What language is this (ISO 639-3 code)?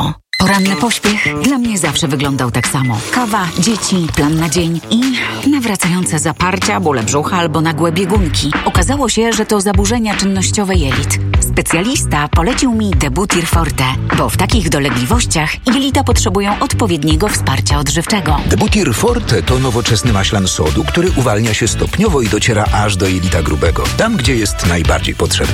pol